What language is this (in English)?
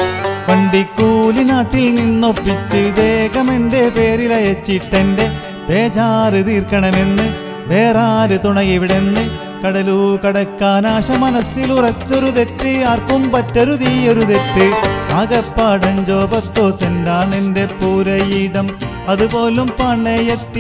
Malayalam